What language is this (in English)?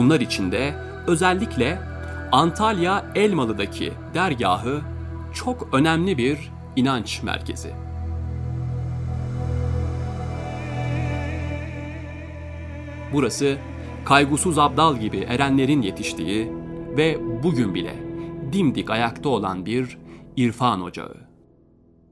Turkish